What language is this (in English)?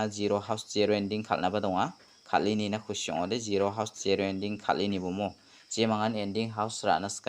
Garo